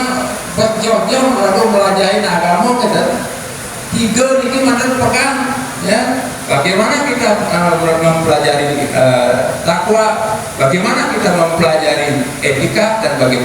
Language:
Balinese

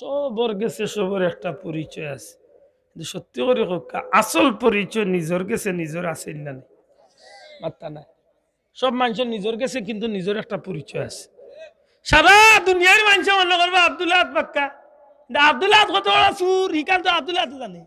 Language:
Sylheti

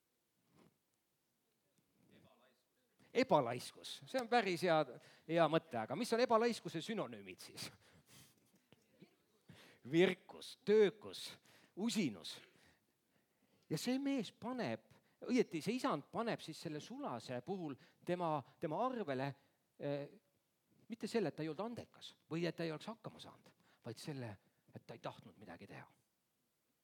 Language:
Estonian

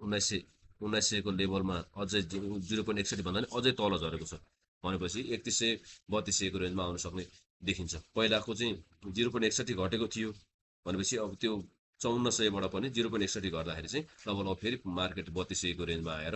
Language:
Nepali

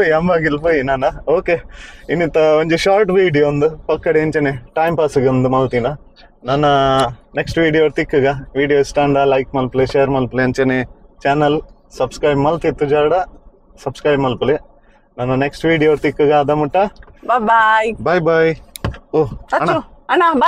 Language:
Tulu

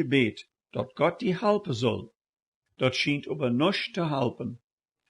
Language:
Plautdietsch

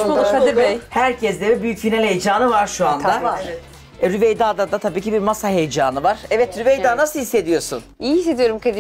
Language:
Turkish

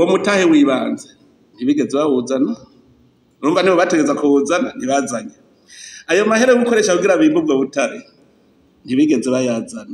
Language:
Rundi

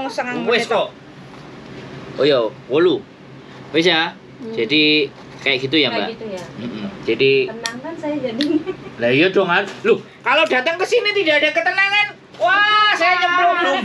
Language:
Indonesian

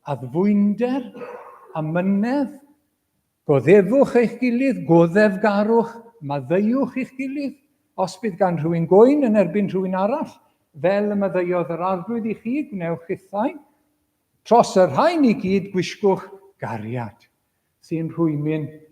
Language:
Welsh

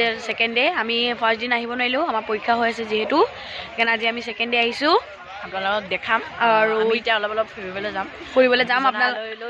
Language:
Assamese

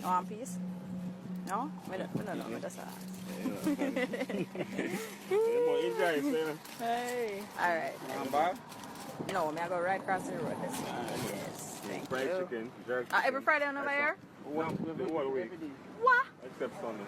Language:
Jamaican Creole English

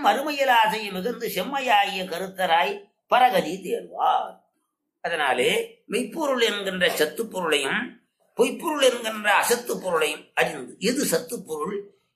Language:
Tamil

